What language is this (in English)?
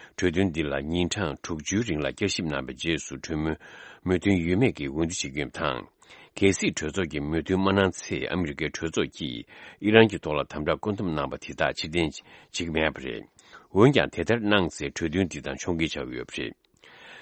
Tibetan